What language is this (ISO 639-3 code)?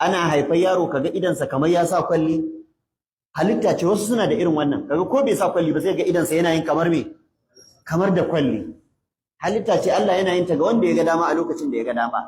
hau